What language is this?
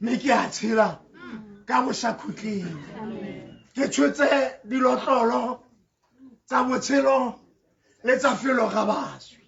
Tswana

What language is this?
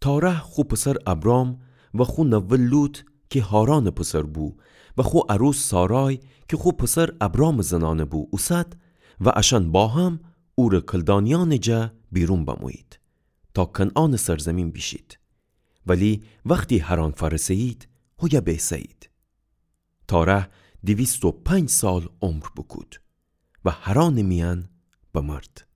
Gilaki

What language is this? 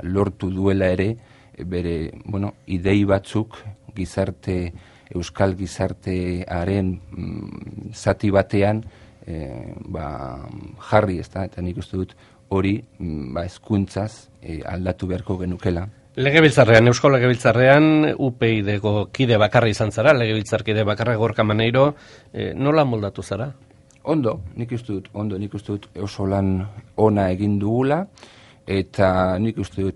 Basque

